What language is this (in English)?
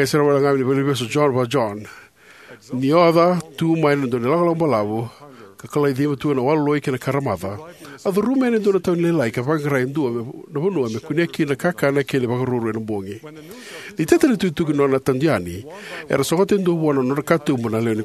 Fijian